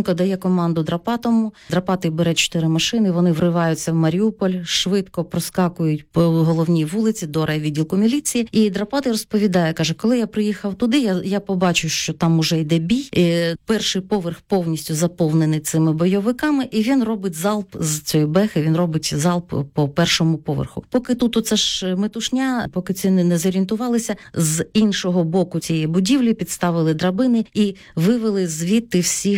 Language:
Ukrainian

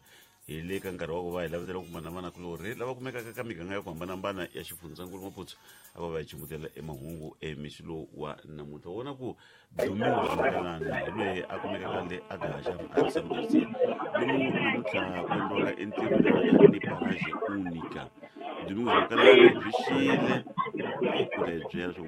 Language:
Tsonga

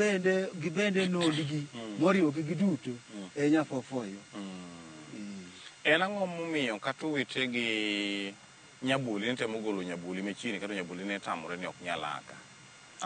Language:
Luo (Kenya and Tanzania)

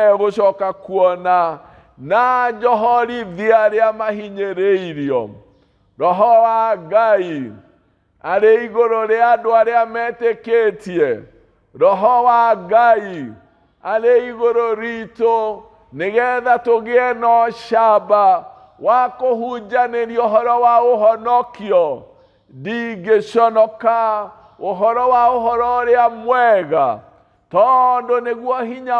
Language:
Kikuyu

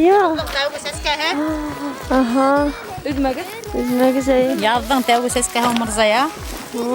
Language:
Bashkir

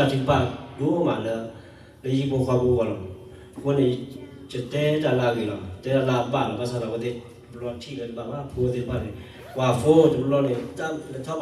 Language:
S'gaw Karen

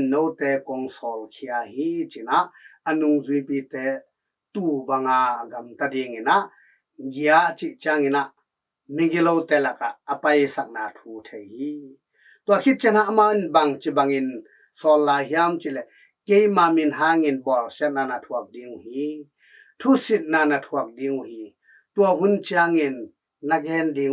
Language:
Tedim Chin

